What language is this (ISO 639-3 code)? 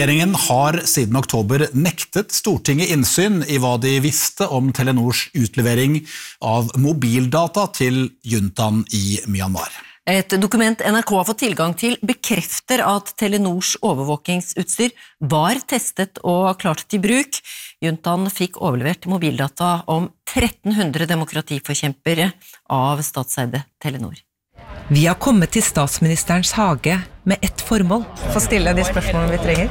nor